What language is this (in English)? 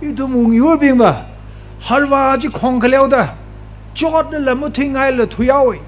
Tangkhul Naga (India)